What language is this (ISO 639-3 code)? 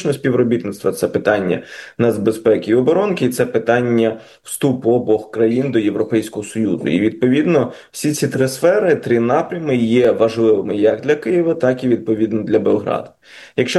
ukr